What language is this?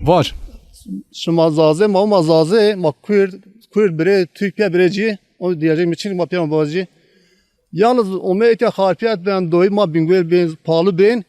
Zaza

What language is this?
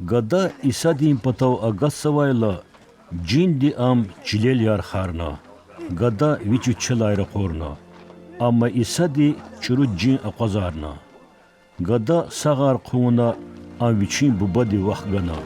Lezghian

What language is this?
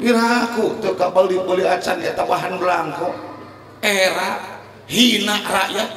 Sundanese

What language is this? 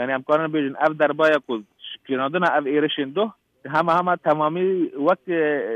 Kurdish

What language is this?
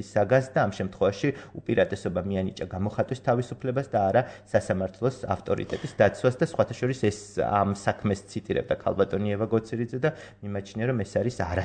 Georgian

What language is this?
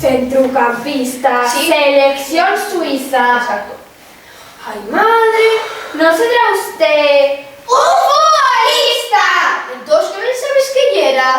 Asturian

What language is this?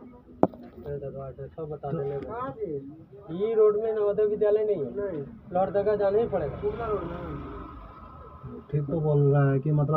Hindi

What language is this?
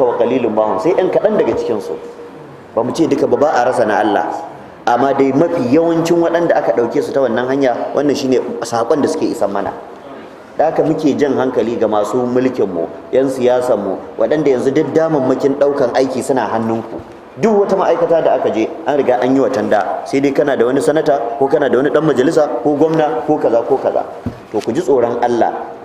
Hausa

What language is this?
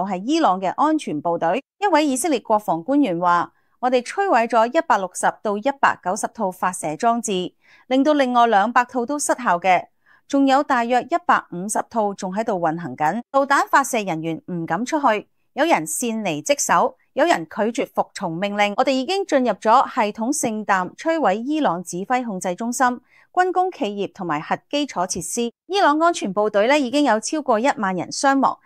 Cantonese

